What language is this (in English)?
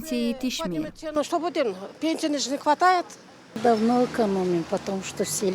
Gagauz